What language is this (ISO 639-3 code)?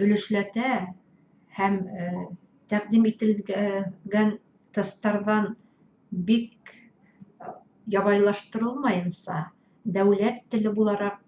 bak